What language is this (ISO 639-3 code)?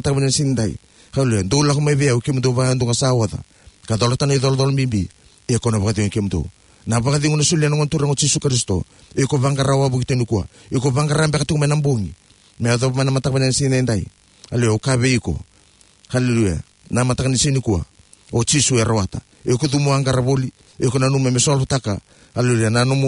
fij